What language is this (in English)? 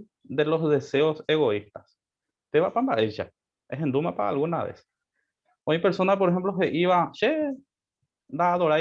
Guarani